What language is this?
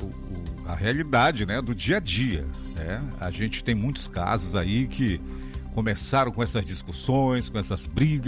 Portuguese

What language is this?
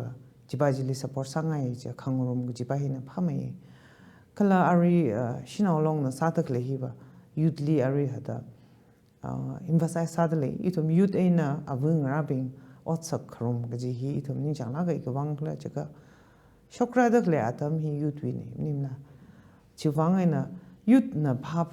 Tangkhul Naga (India)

